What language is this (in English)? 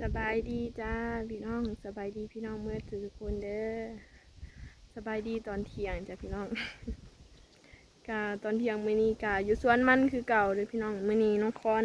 Lao